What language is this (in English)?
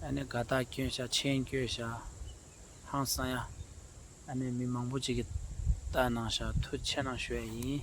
Tibetan